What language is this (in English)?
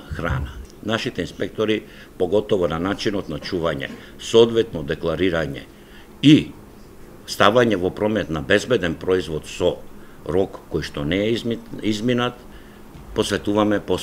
Macedonian